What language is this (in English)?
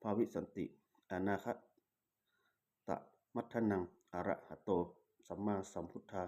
Pali